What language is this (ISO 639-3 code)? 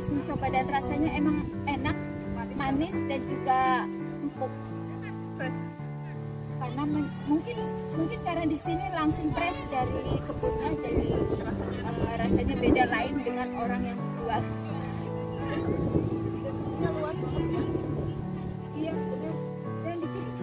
ind